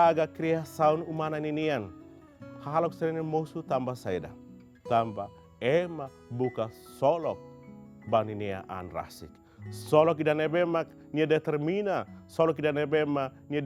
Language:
Tetum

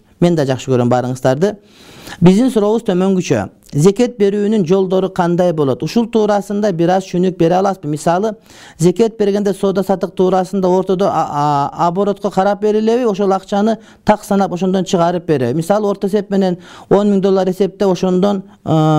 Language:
Kyrgyz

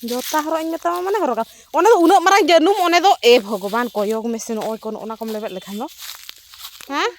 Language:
Santali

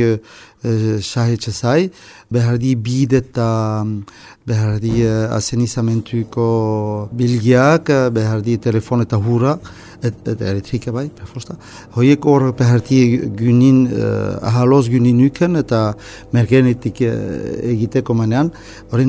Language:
Basque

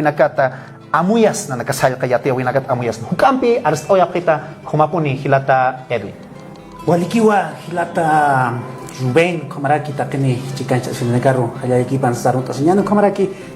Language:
Aymara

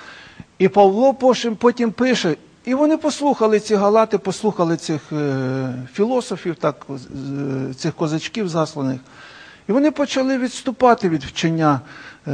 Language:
Ukrainian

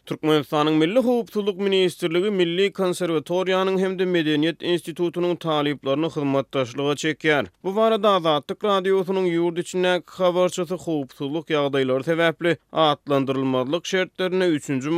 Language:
Turkmen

